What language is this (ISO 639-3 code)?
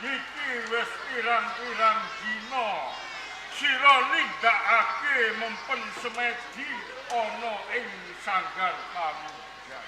jav